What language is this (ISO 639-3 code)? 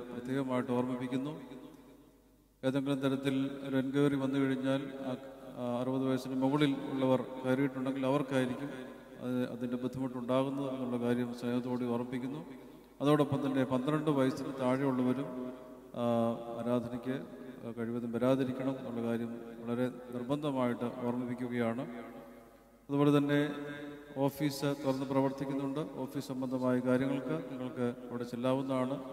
mal